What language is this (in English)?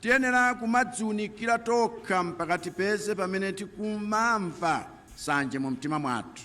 Nyanja